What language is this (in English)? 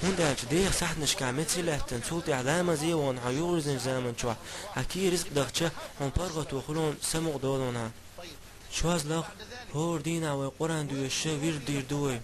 Chechen